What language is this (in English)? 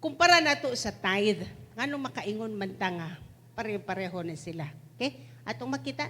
Cebuano